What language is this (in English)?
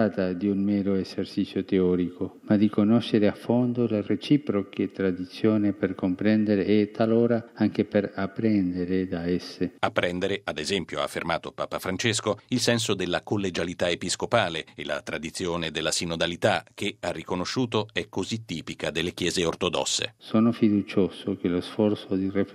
Italian